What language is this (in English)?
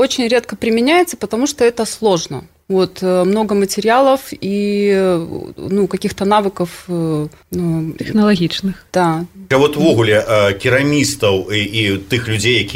Belarusian